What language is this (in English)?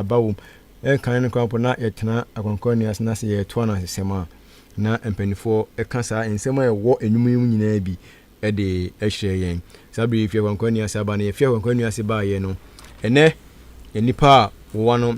Akan